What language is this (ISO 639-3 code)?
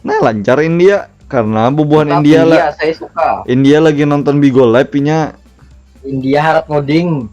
bjn